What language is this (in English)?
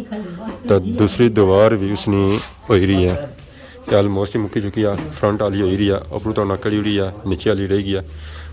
Pahari-Potwari